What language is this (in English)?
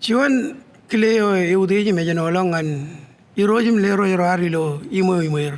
Marshallese